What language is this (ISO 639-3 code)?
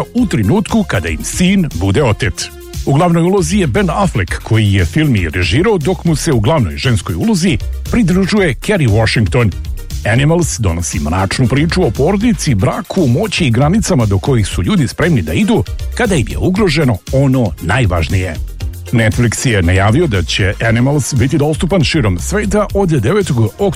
srp